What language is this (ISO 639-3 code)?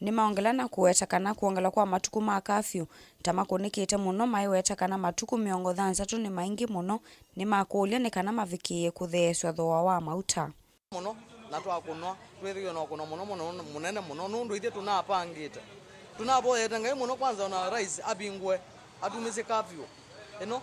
kam